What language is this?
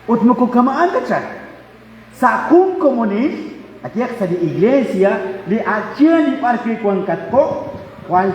Kekchí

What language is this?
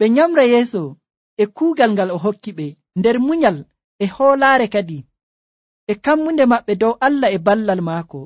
Nigerian Fulfulde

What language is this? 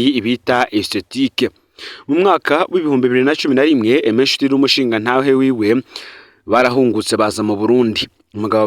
Rundi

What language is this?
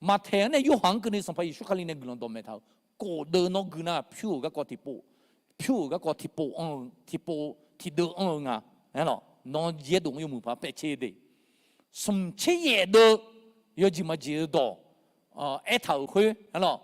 Akha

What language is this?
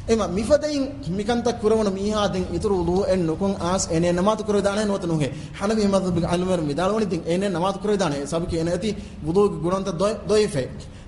Divehi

